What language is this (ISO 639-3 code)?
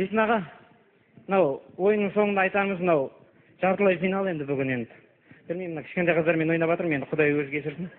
kaz